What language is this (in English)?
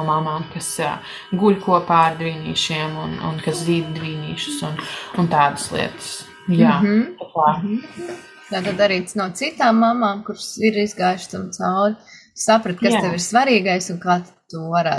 Latvian